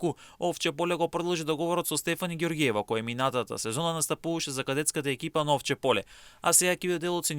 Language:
Macedonian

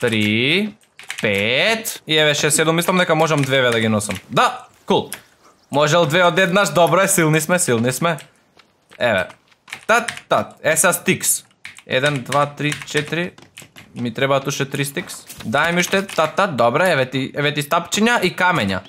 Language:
Macedonian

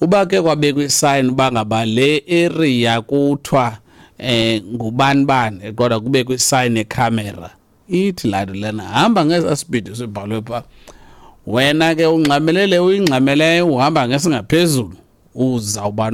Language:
Xhosa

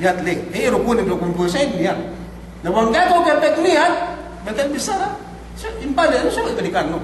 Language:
Yakan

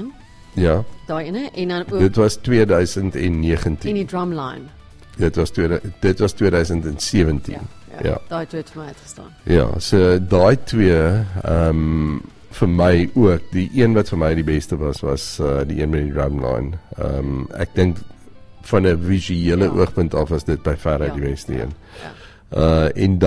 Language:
Afrikaans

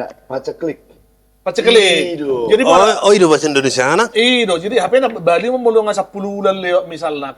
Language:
Batak Toba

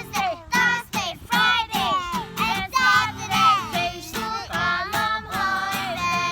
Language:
Tedim Chin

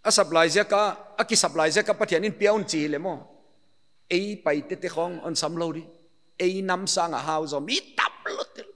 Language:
Paite Chin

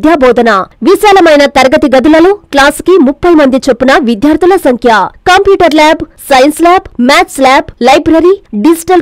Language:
Telugu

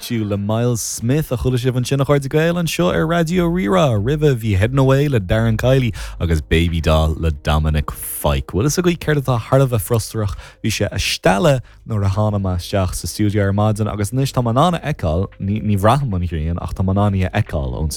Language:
Irish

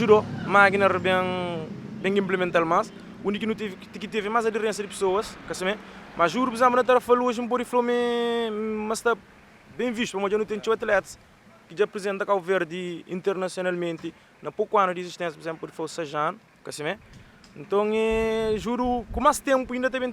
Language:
Kabuverdianu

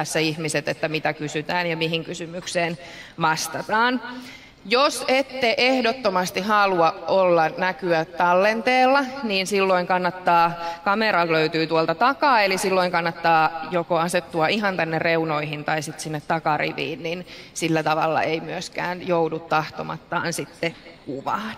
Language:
Finnish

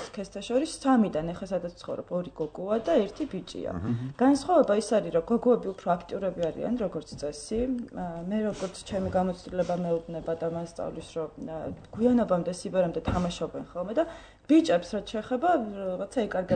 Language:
Georgian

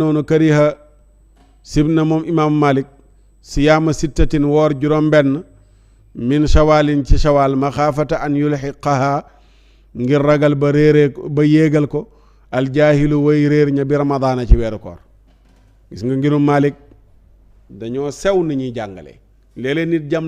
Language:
Wolof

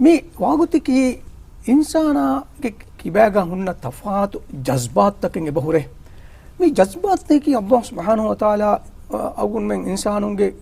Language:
Divehi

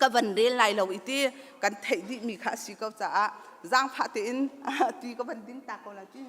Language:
Hakha Chin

